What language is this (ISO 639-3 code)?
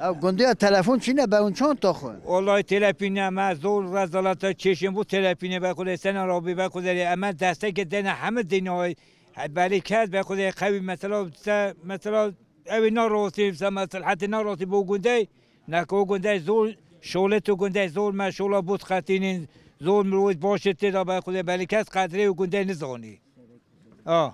kur